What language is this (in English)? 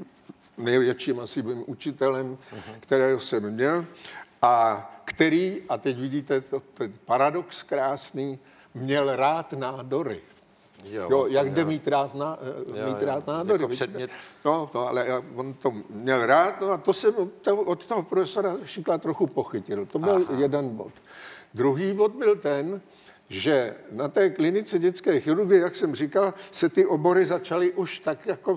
Czech